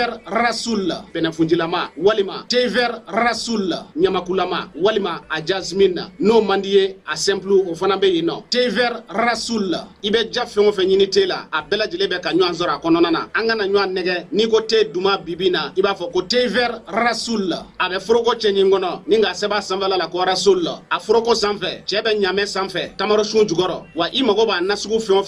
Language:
Bambara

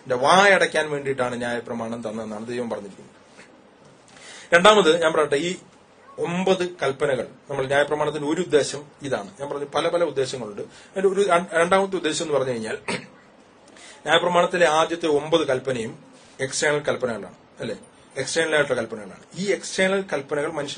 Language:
Malayalam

